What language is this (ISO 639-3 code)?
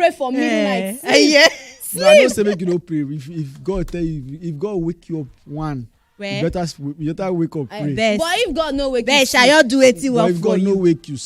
pcm